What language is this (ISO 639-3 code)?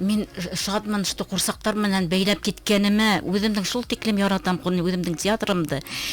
bak